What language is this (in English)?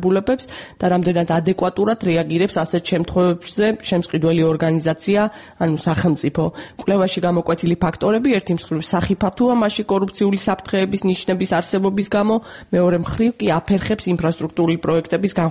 Georgian